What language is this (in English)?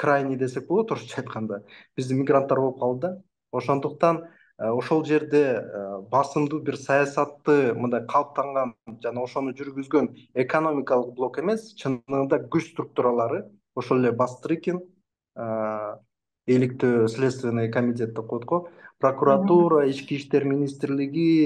Kyrgyz